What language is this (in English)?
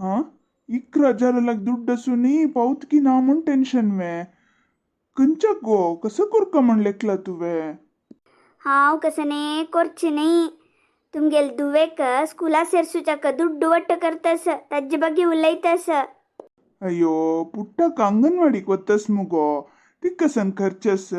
Konkani